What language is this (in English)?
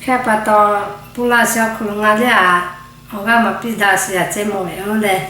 Lahu